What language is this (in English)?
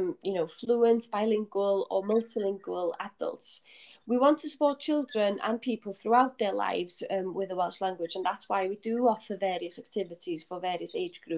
English